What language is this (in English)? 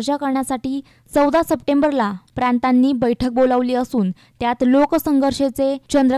Marathi